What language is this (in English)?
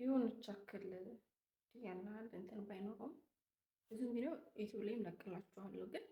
Amharic